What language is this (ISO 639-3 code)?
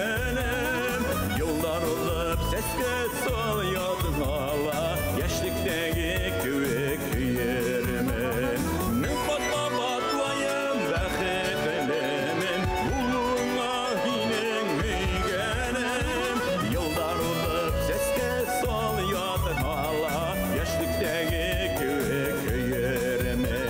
bak